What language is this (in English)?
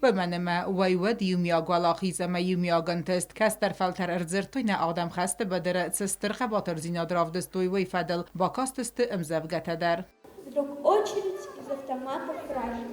Ossetic